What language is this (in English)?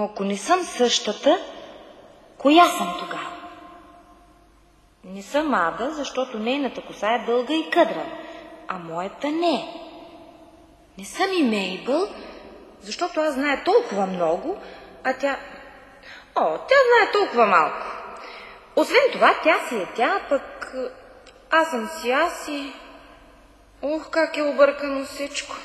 Bulgarian